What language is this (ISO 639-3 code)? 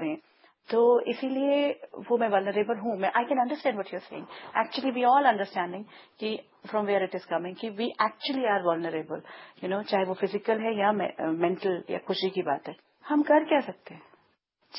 hin